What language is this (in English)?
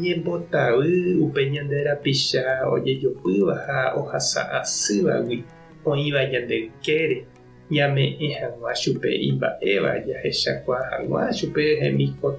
Guarani